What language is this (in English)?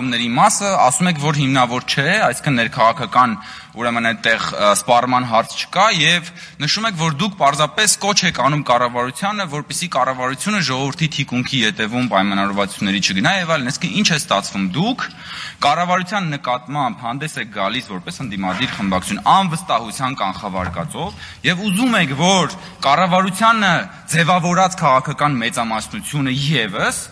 Armenian